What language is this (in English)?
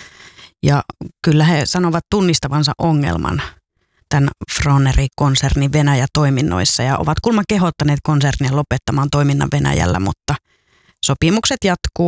Finnish